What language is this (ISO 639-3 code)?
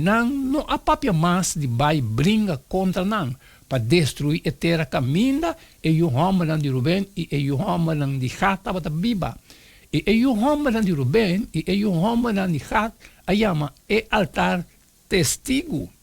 pap